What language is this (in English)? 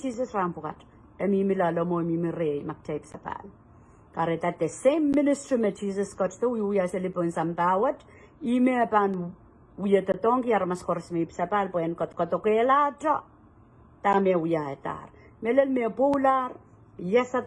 Pohnpeian